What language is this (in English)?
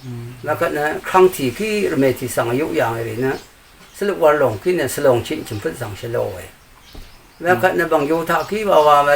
Rawang